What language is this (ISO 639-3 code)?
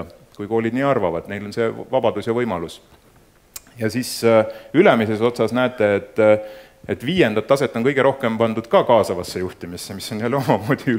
est